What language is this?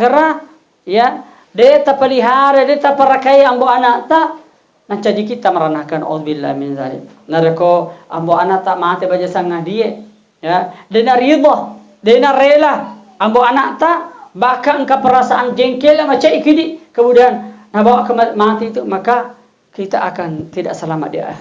Buginese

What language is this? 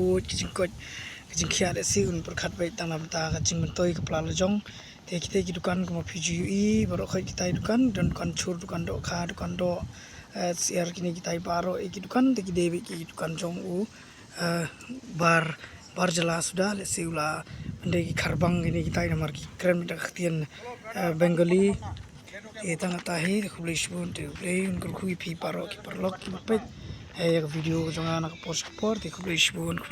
Khasi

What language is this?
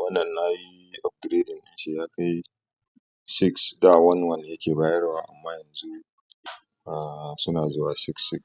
Hausa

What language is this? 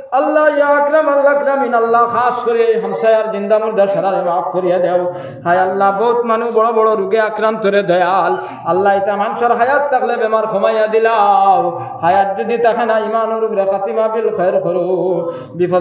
Sylheti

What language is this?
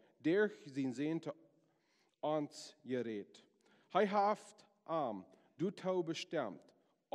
Plautdietsch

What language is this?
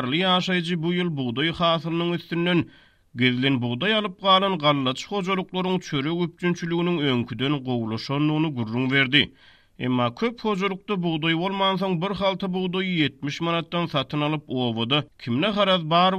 Turkmen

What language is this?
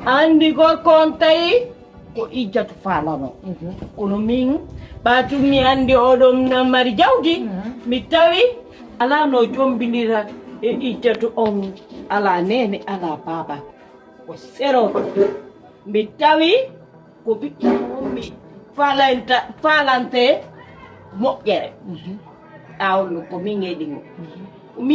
Fula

